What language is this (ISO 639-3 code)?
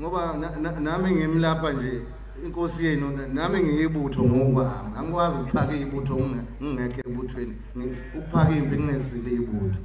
zul